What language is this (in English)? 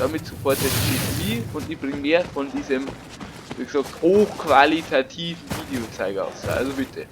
Bavarian